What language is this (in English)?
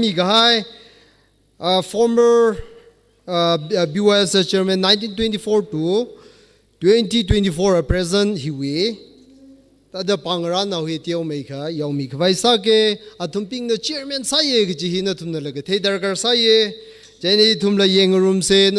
Tangkhul Naga (India)